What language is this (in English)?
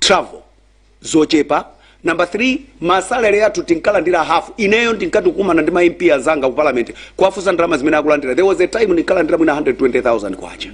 Nyanja